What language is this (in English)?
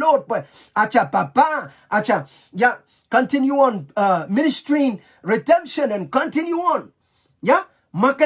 Pohnpeian